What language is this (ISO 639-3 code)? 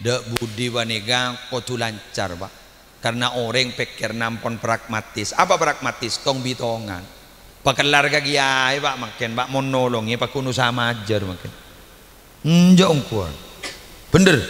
mad